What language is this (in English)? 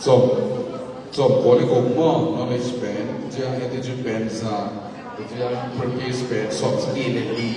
Tedim Chin